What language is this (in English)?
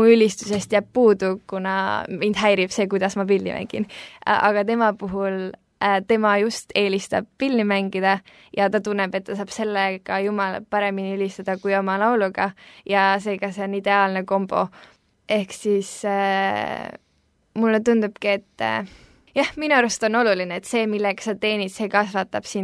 Estonian